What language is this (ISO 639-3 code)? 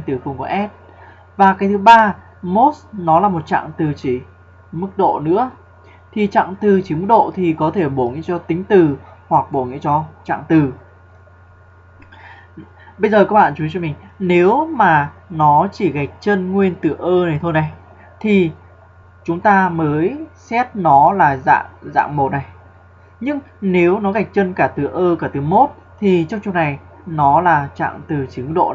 vie